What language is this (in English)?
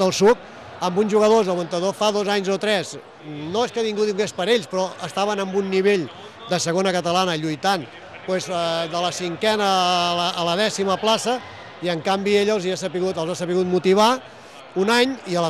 Catalan